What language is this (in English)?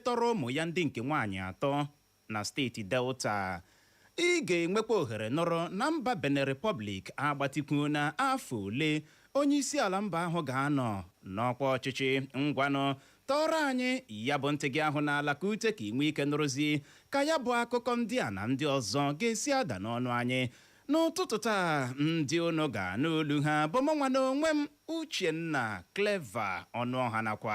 Igbo